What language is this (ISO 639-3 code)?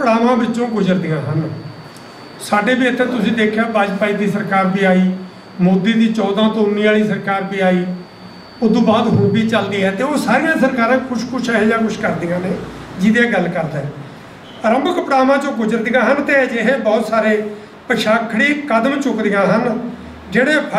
pan